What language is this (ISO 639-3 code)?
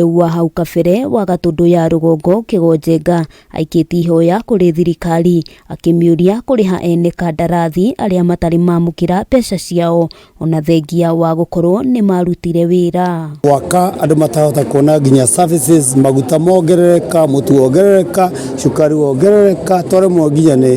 kik